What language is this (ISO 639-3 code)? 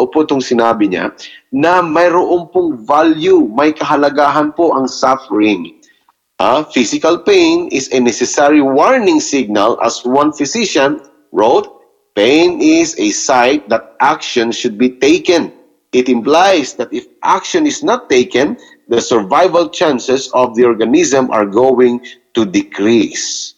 fil